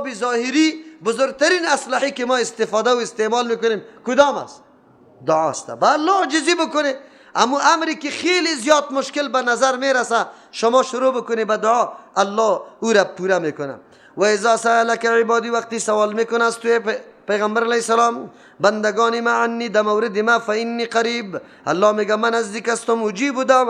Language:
Persian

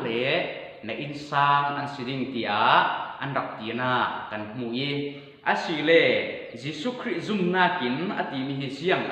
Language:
Falam Chin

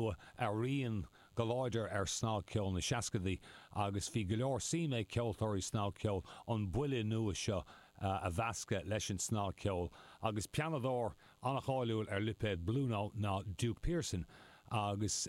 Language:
Irish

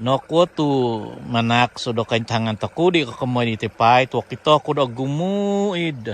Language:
Central Dusun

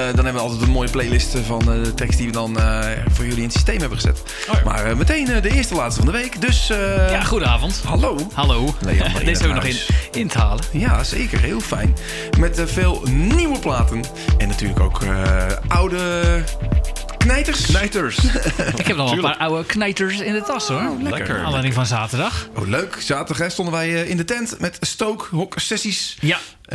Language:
Dutch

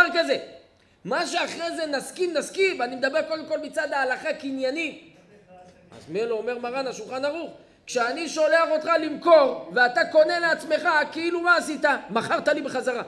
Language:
Hebrew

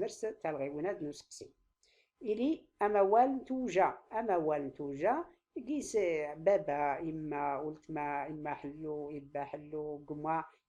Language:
Tachelhit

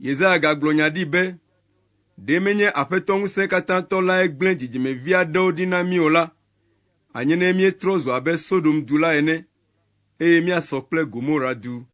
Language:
Ewe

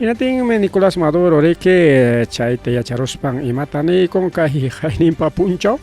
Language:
Ayacucho Quechua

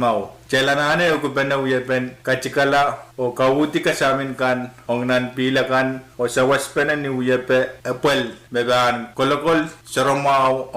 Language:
Pohnpeian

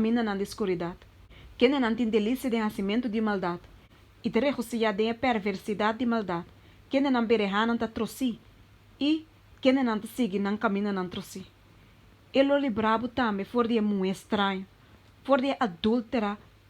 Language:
Papiamento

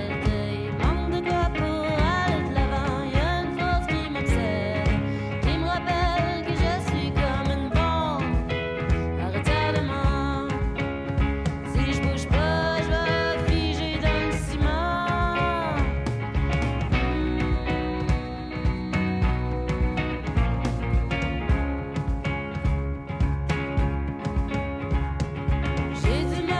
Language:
French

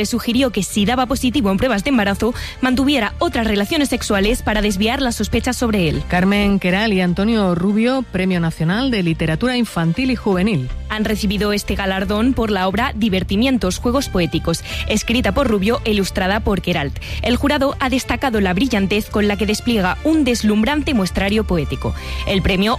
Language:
Spanish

